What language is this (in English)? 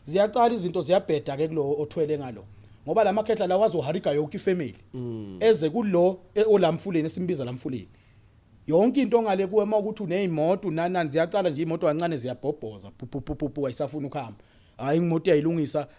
Zulu